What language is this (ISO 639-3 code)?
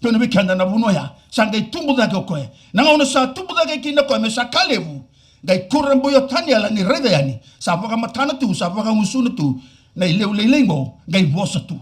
fij